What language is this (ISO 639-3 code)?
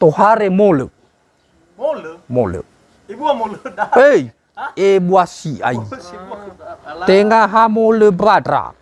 nia